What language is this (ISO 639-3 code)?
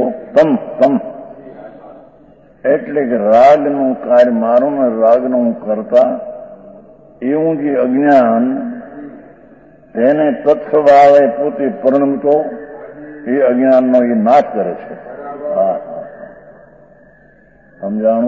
guj